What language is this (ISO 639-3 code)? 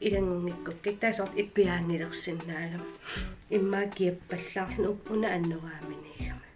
kal